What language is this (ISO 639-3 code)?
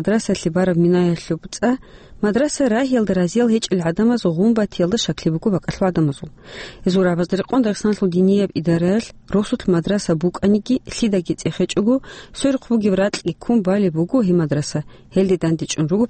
ava